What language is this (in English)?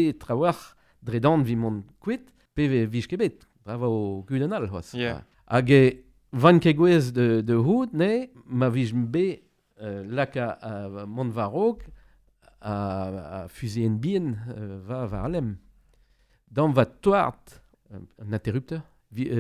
Breton